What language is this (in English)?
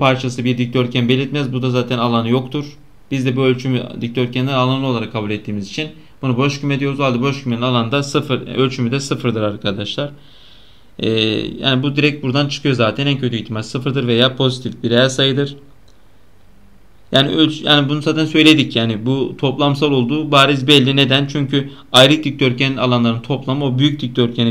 Turkish